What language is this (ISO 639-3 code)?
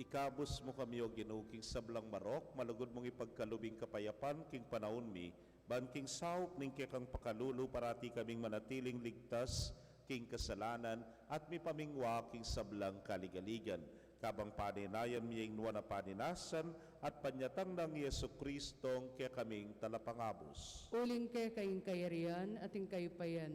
pam